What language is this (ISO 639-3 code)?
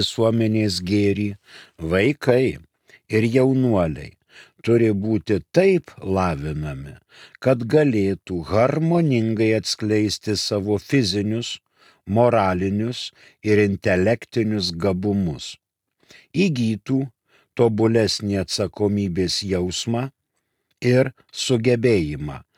lit